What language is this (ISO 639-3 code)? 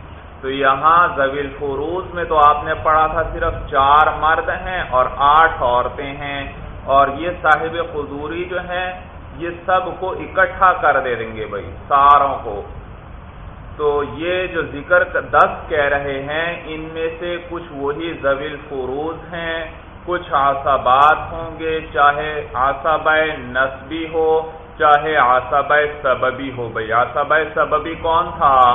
urd